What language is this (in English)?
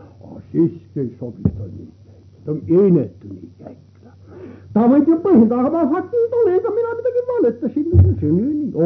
Estonian